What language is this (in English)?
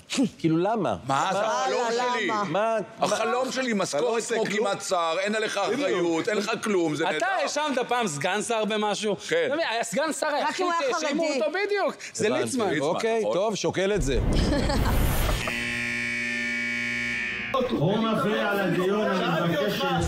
Hebrew